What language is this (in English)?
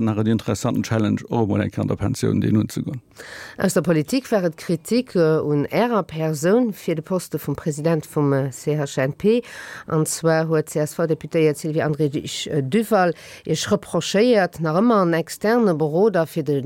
Luxembourgish